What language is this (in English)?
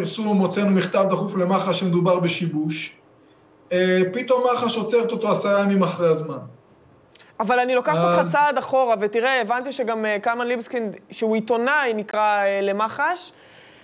Hebrew